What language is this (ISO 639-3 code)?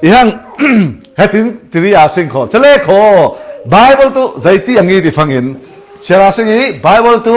cfm